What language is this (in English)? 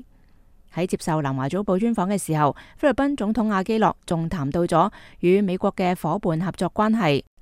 Cantonese